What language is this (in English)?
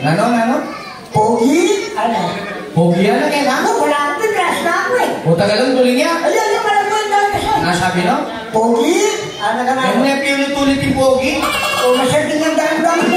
Pampanga